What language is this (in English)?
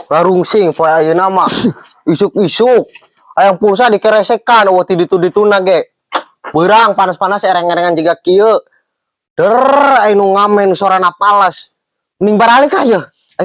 Sundanese